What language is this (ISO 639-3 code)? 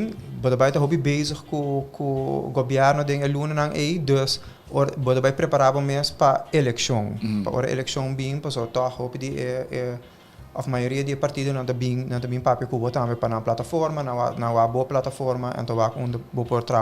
pap